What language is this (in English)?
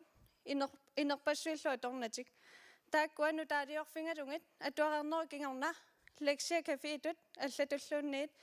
Kalaallisut